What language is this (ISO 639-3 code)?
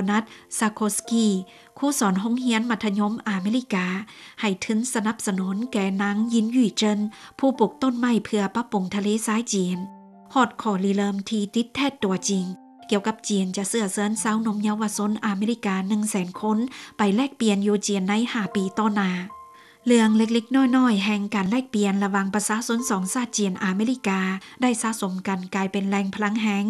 lao